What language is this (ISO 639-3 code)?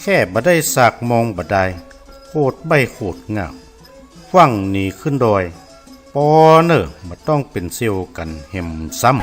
nod